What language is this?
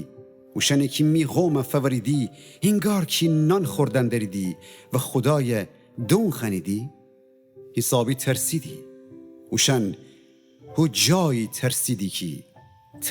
Gilaki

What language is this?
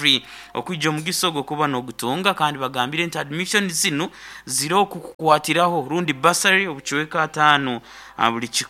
Nyoro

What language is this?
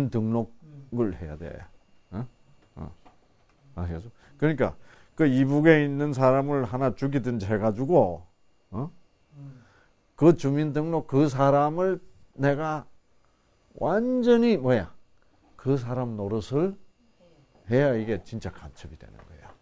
Korean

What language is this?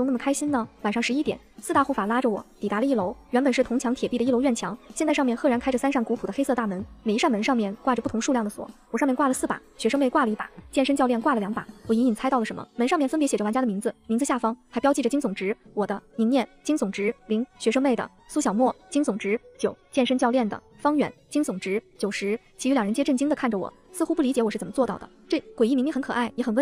Chinese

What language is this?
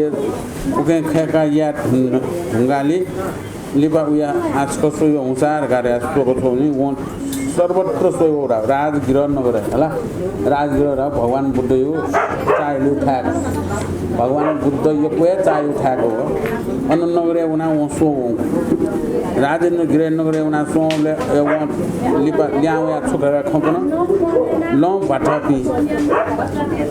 Newari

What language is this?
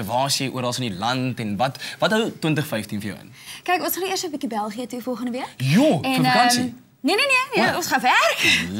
Afrikaans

